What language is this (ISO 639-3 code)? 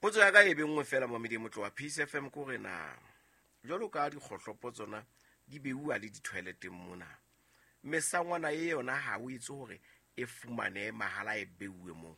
sot